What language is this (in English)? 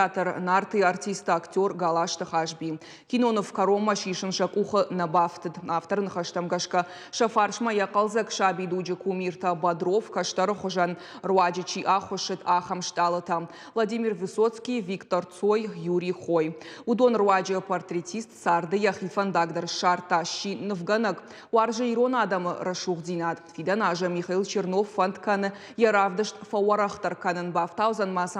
Ossetic